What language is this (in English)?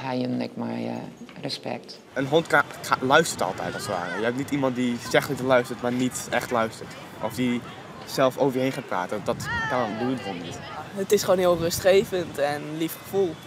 Western Frisian